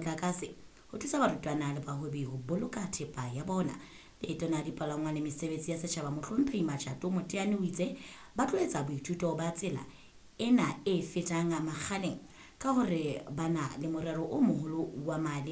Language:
Southern Sotho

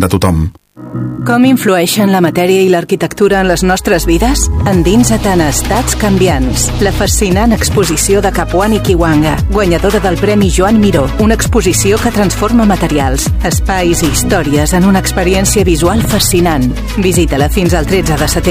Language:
Catalan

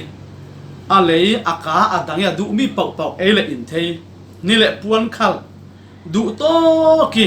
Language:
Falam Chin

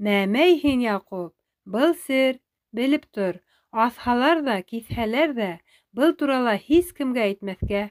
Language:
Bashkir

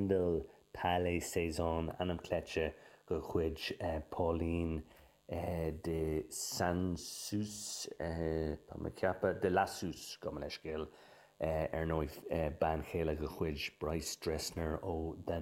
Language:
Irish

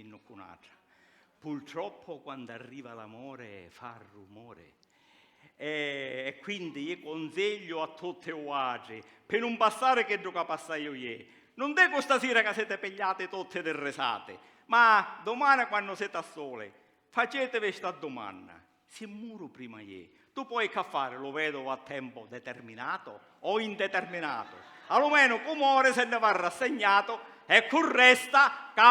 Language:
Sicilian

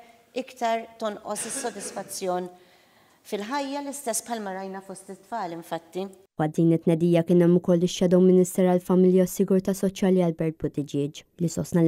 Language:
Maltese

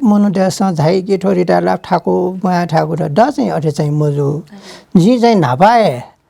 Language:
Newari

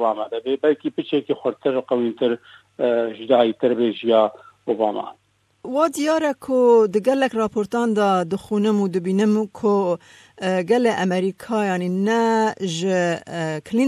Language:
Kurdish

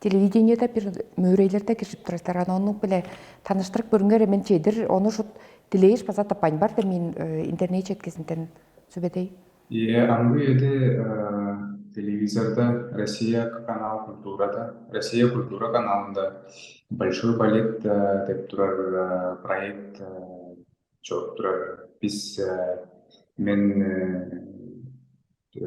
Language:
Tuvinian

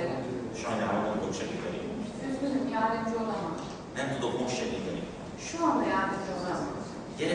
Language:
Hungarian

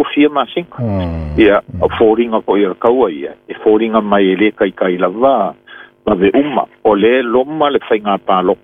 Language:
Samoan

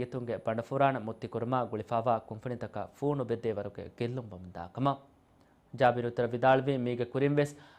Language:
Divehi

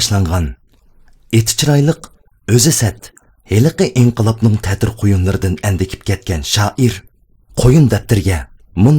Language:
Uyghur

